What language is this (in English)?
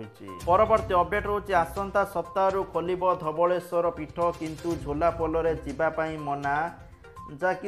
Odia